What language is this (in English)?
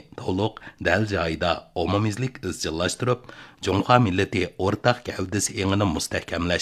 Uyghur